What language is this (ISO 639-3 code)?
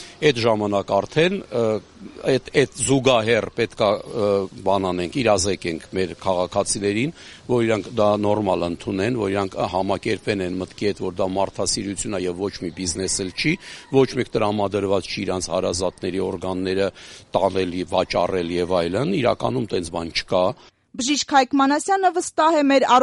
hye